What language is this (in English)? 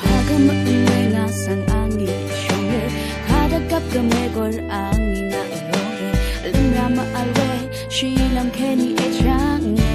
Rawang